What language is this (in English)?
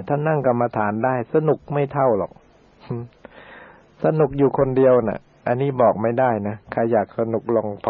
Thai